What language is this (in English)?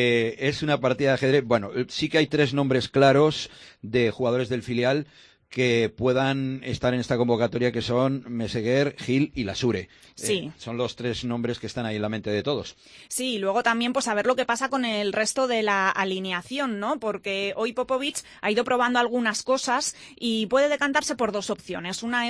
Spanish